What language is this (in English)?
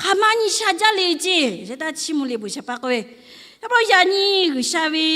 Lahu